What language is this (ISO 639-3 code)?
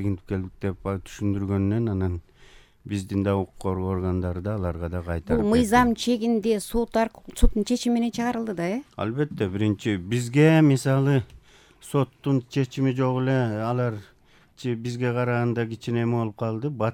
kir